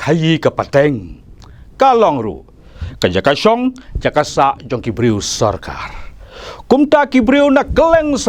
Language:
Khasi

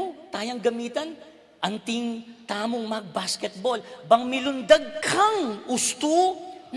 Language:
Pampanga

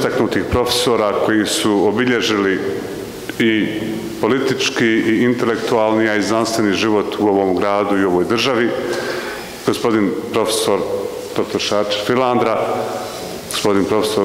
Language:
Bosnian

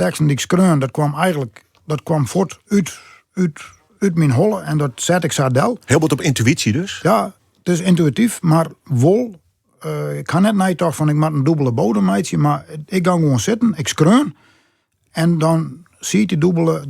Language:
Western Frisian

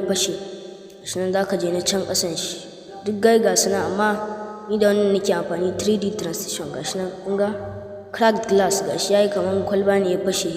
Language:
Hausa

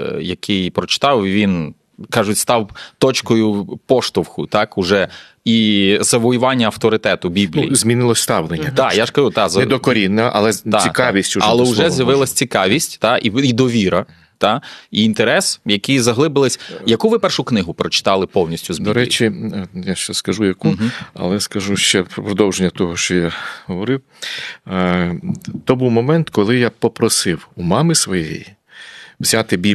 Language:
Ukrainian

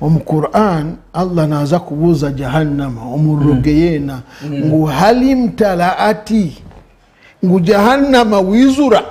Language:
Nyankole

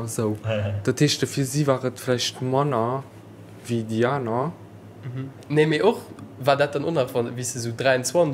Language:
Luxembourgish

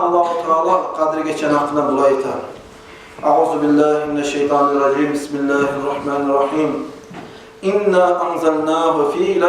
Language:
Kumyk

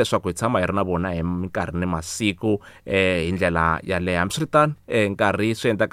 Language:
Tsonga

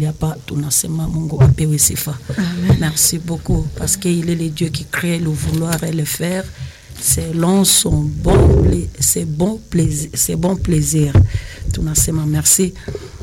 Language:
Swahili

